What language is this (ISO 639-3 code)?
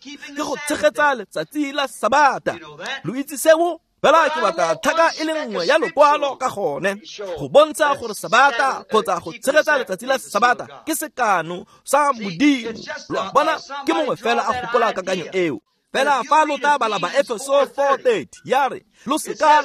tsn